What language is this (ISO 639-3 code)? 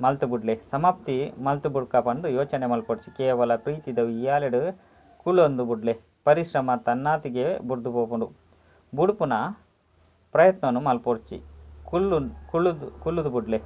tcy